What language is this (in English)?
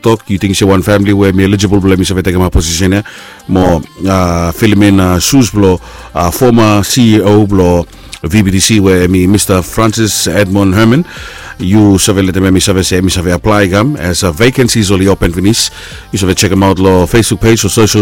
Bislama